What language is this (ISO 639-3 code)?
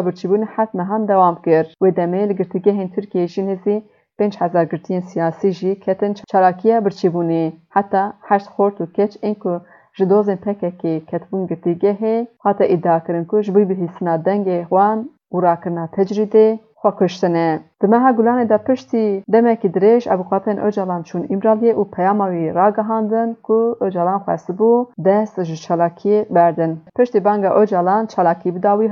kur